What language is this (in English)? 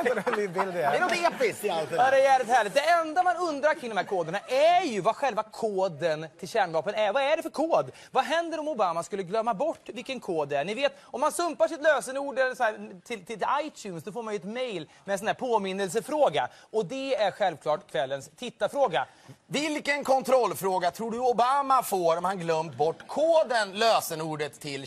Swedish